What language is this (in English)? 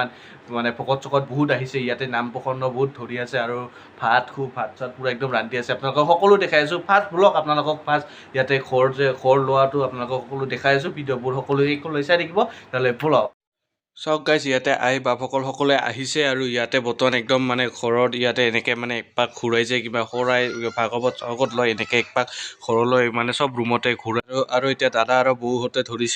Assamese